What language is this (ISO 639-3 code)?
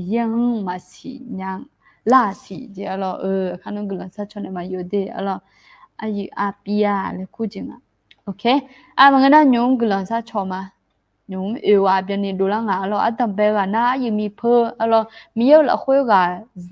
ahk